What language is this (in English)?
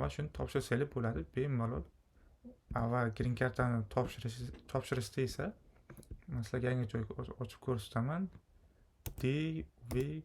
Uzbek